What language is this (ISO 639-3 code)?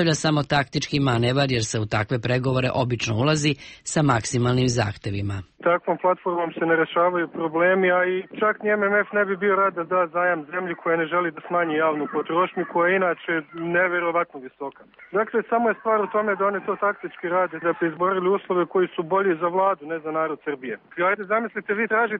srp